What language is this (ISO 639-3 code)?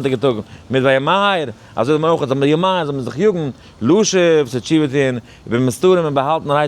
yid